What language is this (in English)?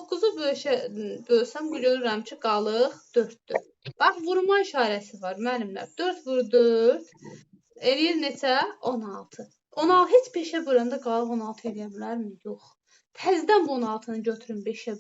Azerbaijani